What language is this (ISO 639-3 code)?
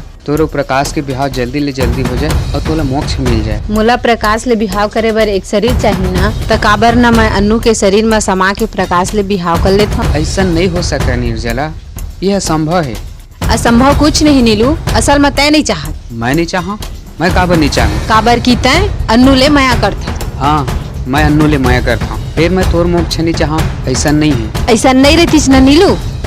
hne